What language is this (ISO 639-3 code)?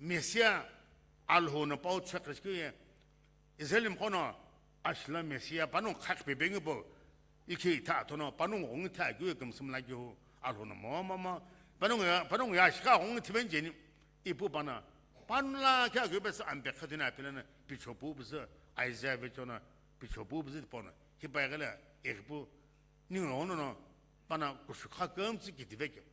nsm